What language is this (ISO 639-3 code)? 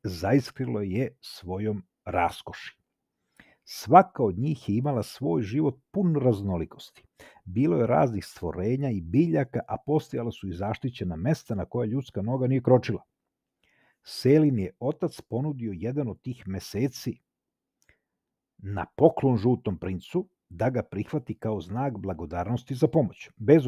srp